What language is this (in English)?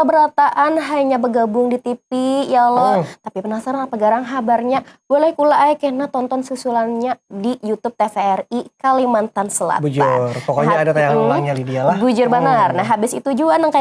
Banjar